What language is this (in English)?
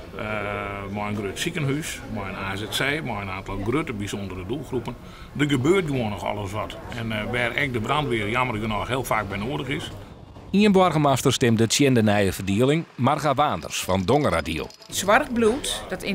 Western Frisian